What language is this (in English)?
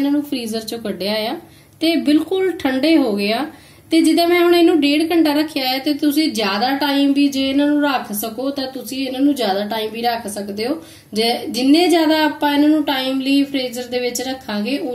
Punjabi